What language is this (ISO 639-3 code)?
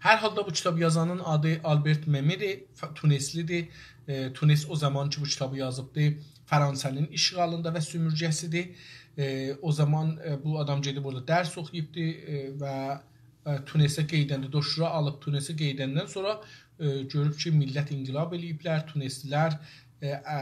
azb